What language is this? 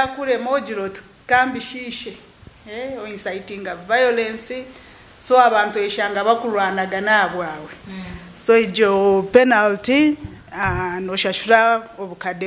Nyankole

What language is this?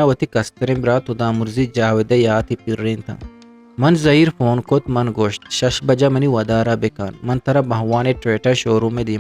Eastern Balochi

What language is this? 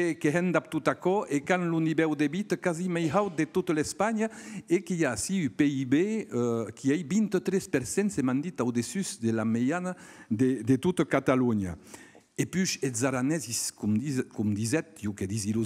Occitan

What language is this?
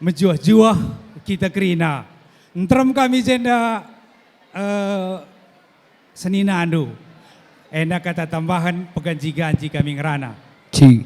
Batak Karo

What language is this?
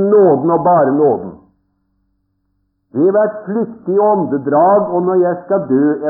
Norwegian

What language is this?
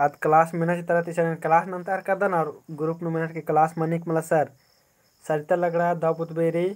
Kurukh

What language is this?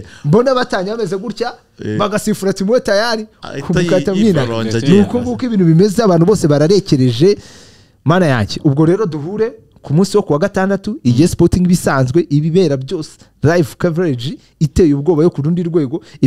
Kinyarwanda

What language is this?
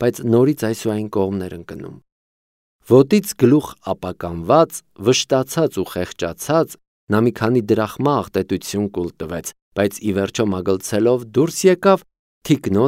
Armenian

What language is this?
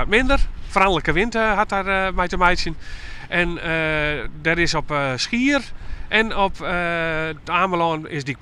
Western Frisian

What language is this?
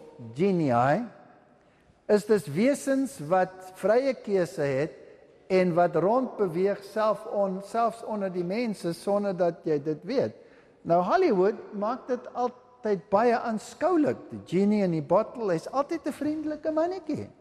Afrikaans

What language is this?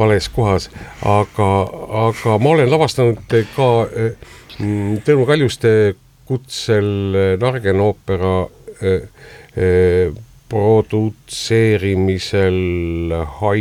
Estonian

